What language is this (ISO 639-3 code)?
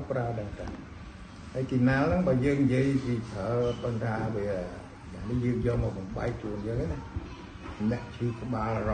khm